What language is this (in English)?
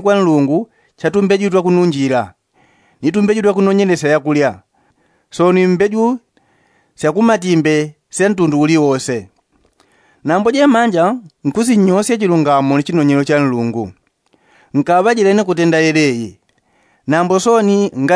Yao